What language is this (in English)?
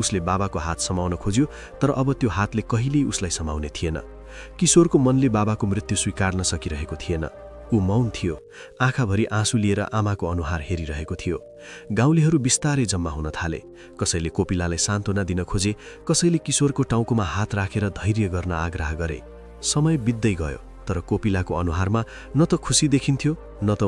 Nepali